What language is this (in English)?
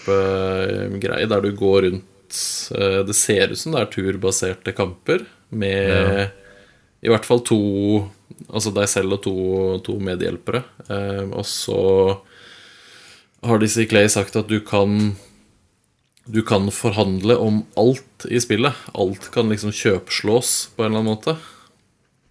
Norwegian